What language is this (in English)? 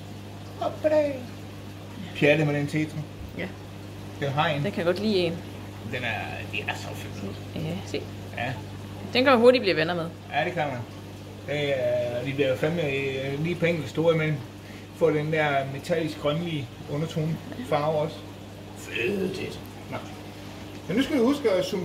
Danish